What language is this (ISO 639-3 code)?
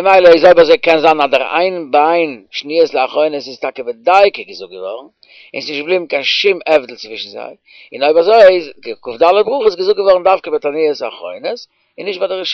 yid